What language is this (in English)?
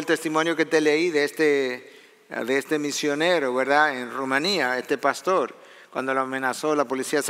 Spanish